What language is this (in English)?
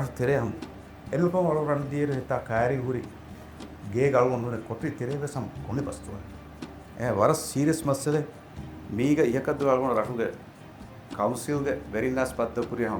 Divehi